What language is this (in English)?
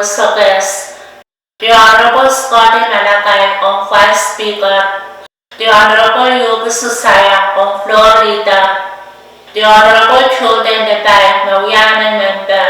Pohnpeian